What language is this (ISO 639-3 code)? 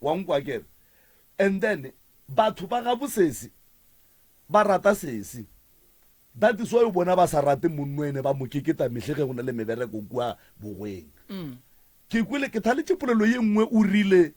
nso